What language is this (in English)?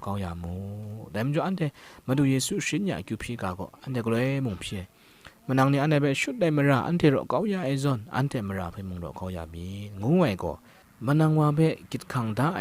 Kachin